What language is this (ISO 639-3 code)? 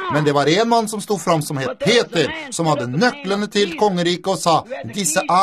nor